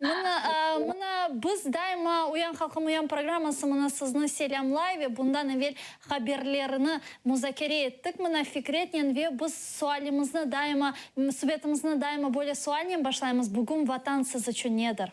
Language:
Crimean Tatar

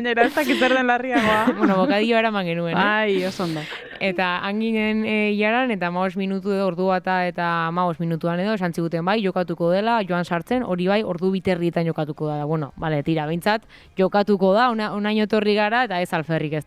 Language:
Basque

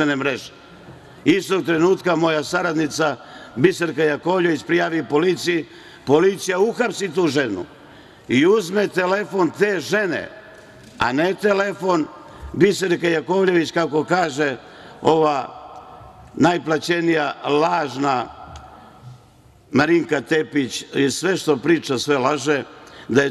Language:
Serbian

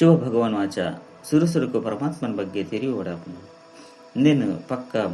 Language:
Tulu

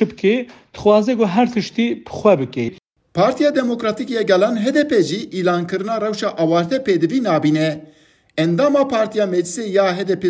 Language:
Kurdish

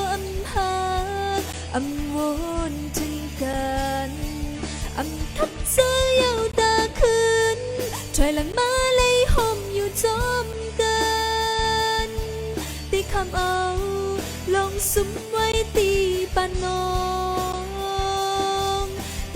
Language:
Shan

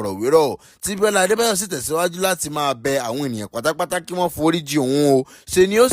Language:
Yoruba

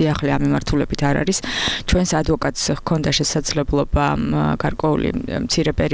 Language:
Georgian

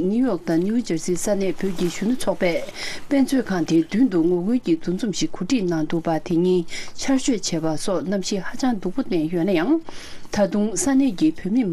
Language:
Tibetan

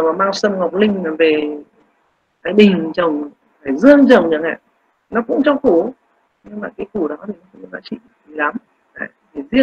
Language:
Vietnamese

